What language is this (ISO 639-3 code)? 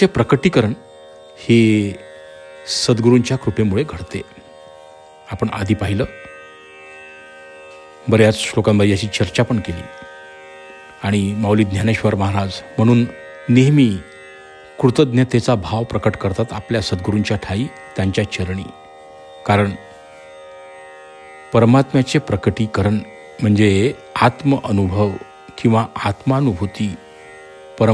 mar